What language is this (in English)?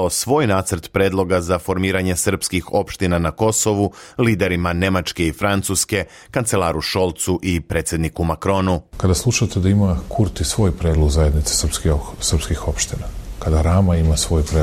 Serbian